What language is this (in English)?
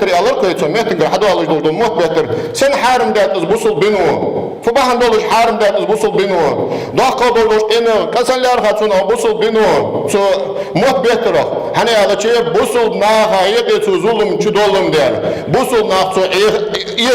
Ingush